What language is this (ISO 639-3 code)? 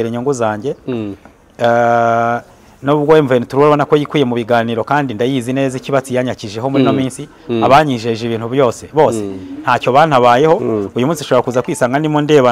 kin